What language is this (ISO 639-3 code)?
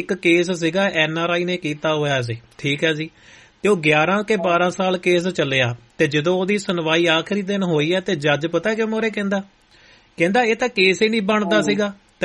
pan